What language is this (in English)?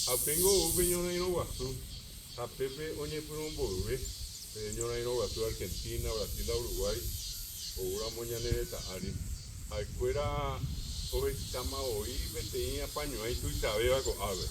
Guarani